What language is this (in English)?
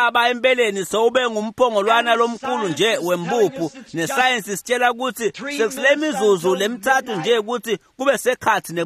Swati